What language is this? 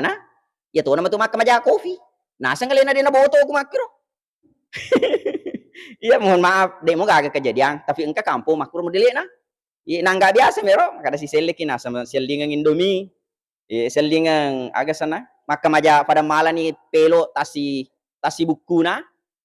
Buginese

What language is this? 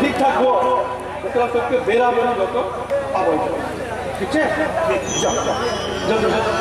Maithili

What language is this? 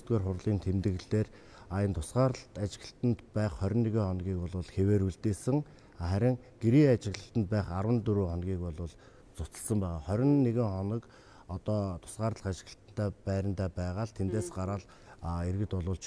Mongolian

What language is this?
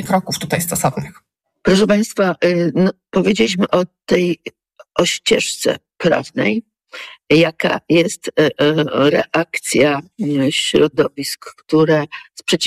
Polish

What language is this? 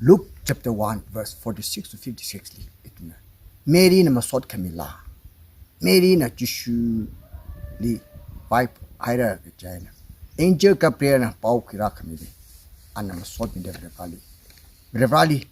Tangkhul Naga (India)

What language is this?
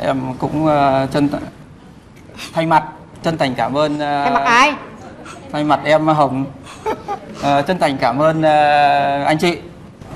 Vietnamese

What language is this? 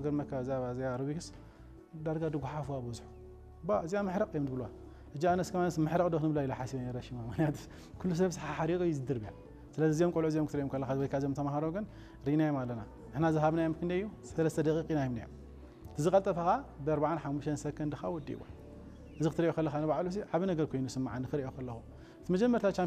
Tigrinya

